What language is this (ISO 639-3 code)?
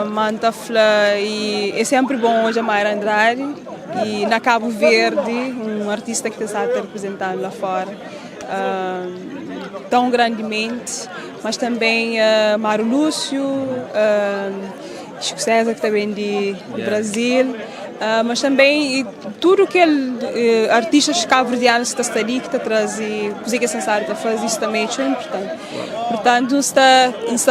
kea